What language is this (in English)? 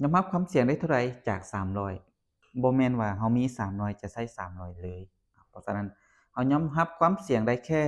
Lao